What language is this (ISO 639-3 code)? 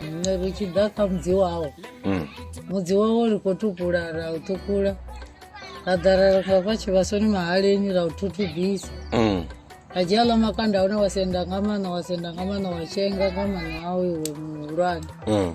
ven